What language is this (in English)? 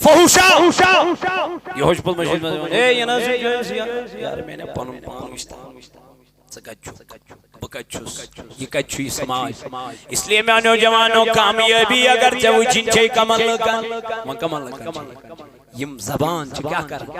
Kashmiri